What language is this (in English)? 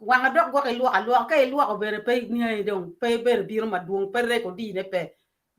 Acoli